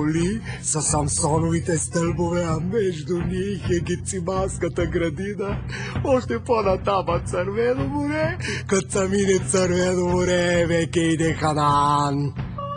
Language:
Bulgarian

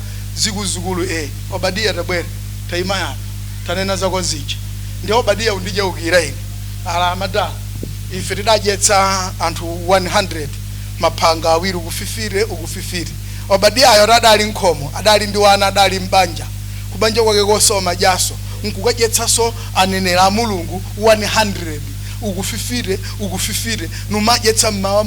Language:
Nyanja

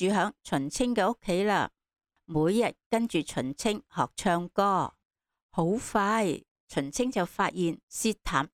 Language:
Cantonese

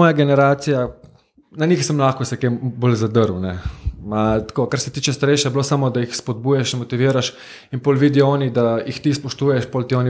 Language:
Slovenian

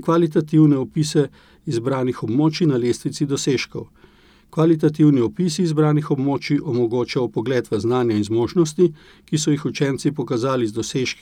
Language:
Slovenian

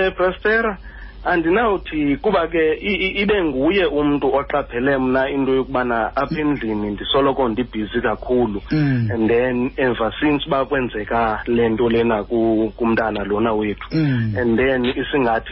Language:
Xhosa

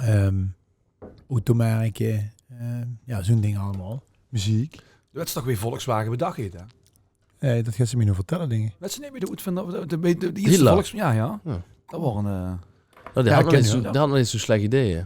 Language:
Limburgish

